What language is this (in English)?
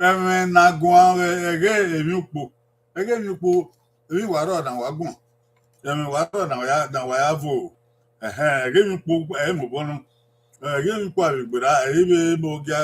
Bini